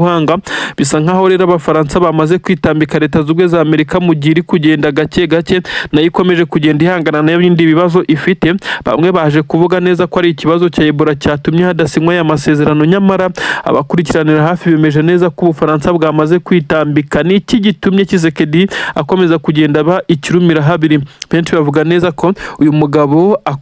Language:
Kinyarwanda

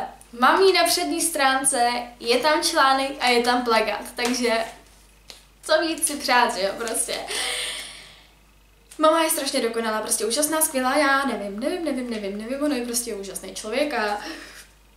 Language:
Czech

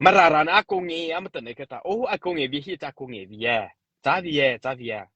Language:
Mara Chin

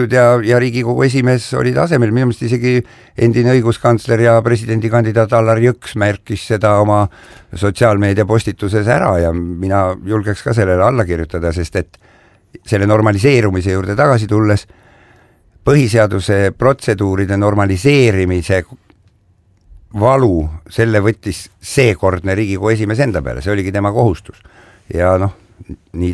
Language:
Estonian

